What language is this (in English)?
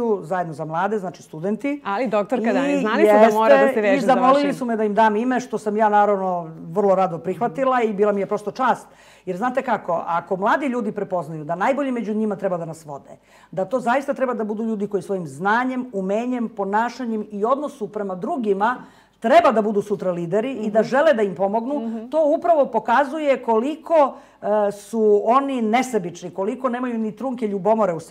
Serbian